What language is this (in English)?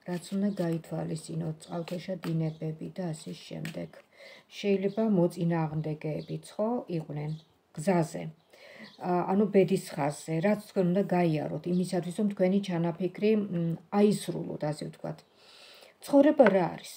Georgian